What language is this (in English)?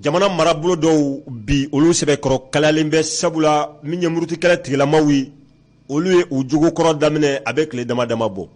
Bambara